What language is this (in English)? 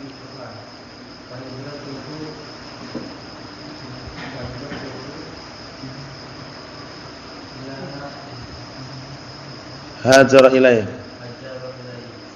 Indonesian